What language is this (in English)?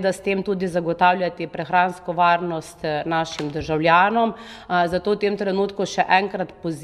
Slovenian